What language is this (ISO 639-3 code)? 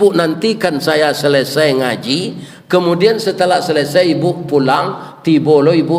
min